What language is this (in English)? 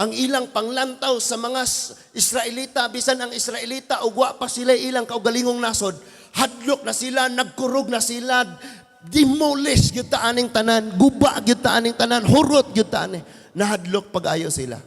Cebuano